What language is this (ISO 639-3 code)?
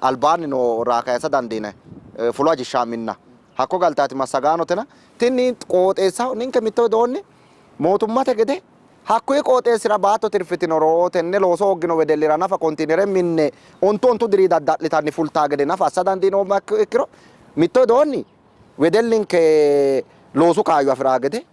sid